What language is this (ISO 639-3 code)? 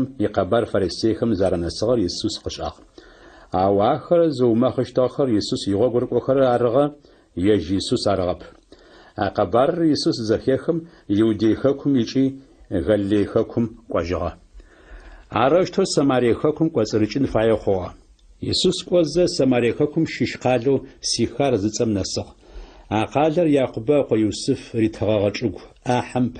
ady